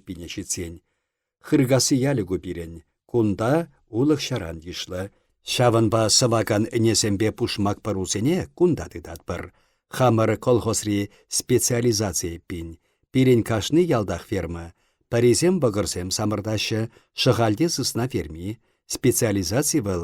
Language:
Chuvash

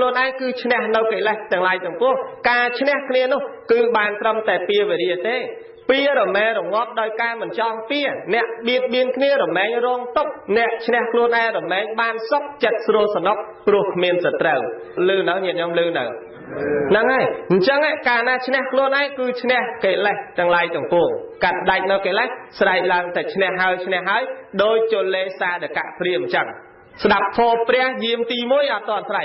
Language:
Khmer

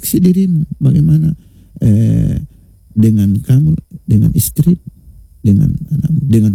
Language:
Indonesian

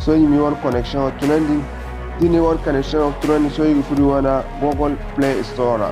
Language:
Zarma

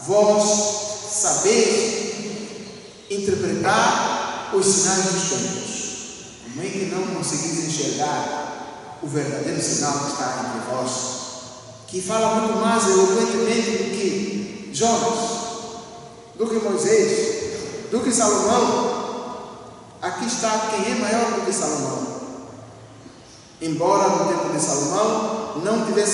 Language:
Portuguese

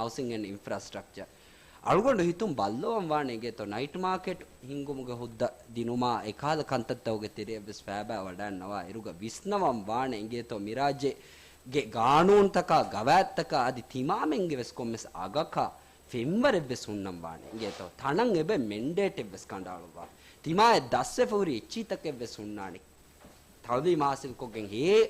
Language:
Divehi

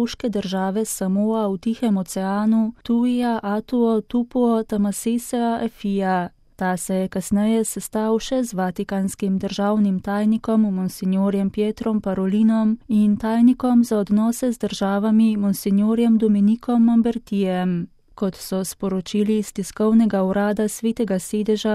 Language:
Slovenian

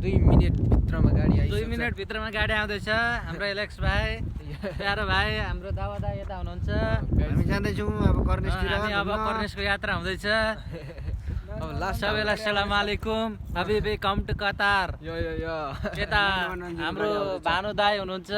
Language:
Nepali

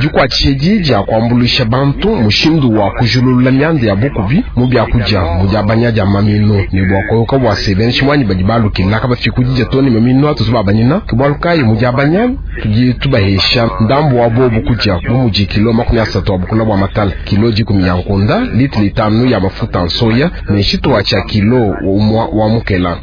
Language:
Luba-Lulua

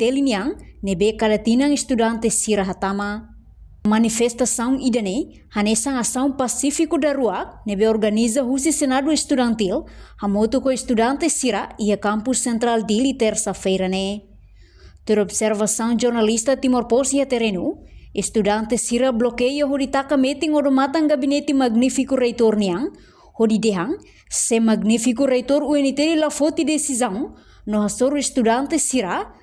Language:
Tetum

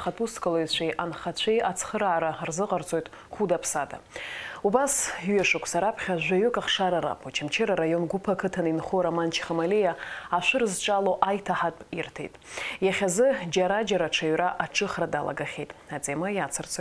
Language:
Abkhazian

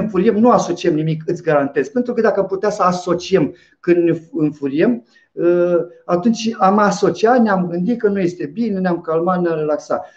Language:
Romanian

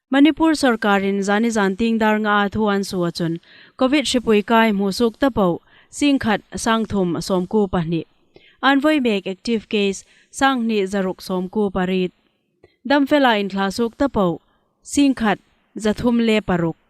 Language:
Hmar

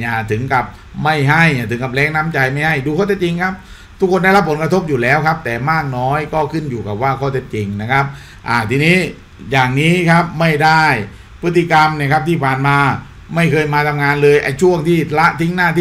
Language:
Thai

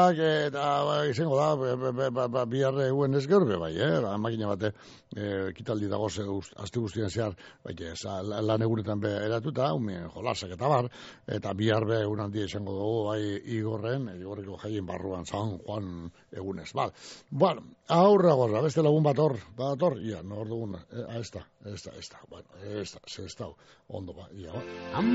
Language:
Basque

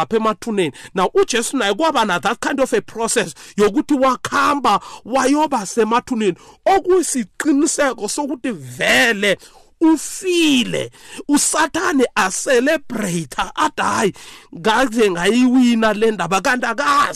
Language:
South Ndebele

